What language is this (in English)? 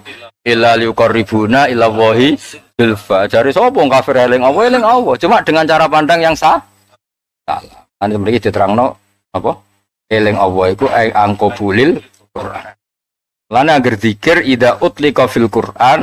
Javanese